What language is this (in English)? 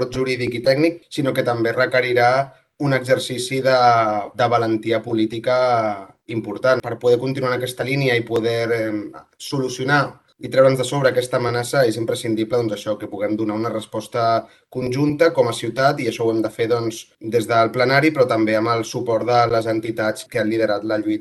Catalan